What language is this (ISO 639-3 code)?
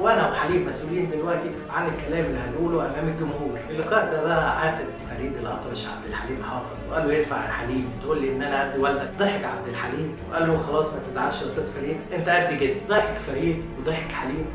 arz